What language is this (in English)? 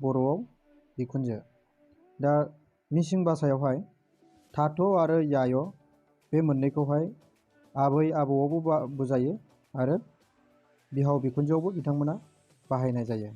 Bodo